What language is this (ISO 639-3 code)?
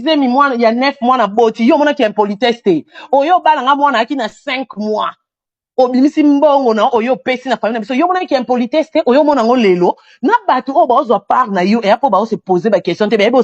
lin